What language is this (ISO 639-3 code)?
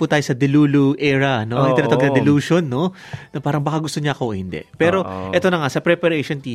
fil